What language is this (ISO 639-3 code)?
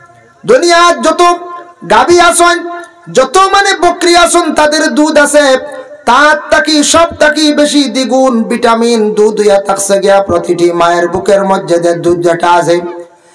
syl